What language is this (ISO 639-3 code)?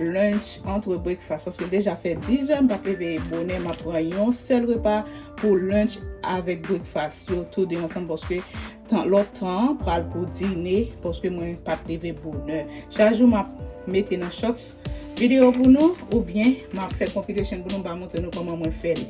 hat